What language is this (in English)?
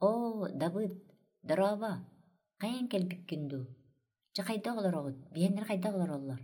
Yakut